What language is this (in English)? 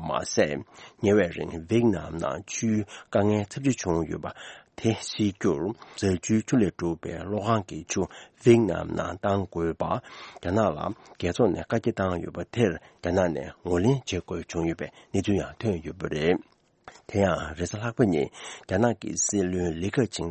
Tibetan